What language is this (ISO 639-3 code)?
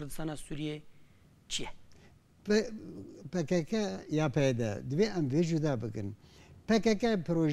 kur